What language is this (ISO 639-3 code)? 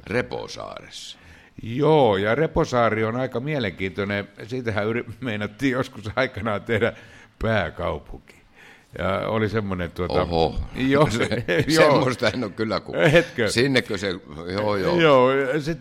fin